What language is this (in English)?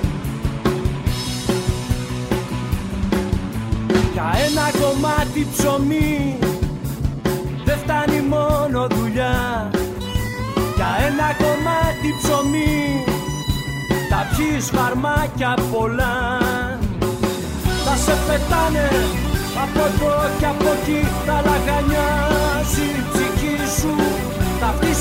Greek